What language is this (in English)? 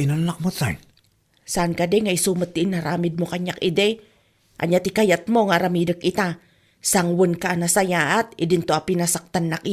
Iloko